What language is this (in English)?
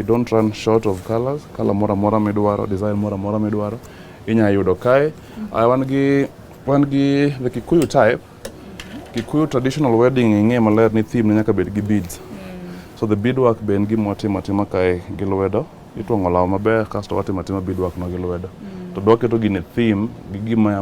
Luo (Kenya and Tanzania)